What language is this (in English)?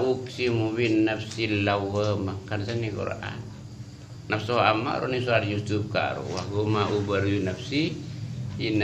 Madurese